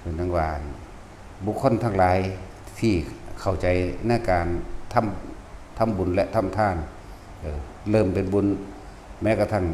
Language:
Lao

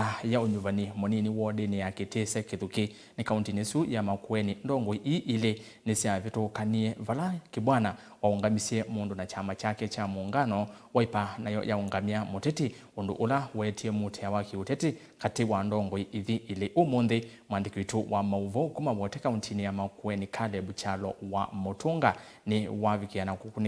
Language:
Kamba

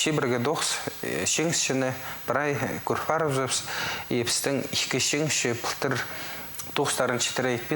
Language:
Khakas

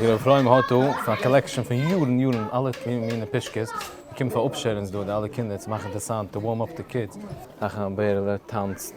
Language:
Yiddish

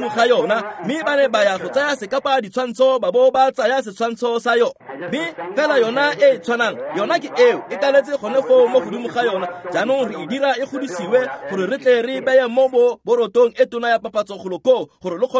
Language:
Tswana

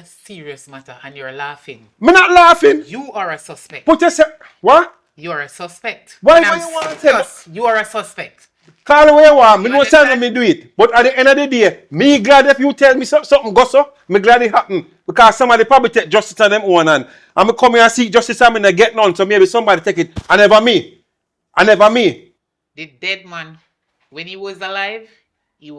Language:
Jamaican Creole English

